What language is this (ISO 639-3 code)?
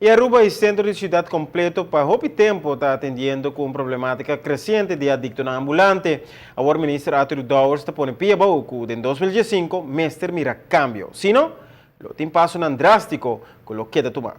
pap